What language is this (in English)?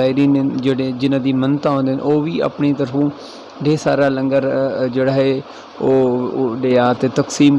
Saraiki